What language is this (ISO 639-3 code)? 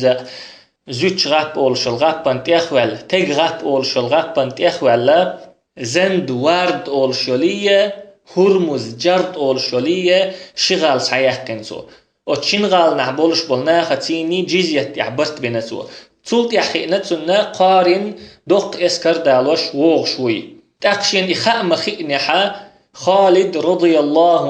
che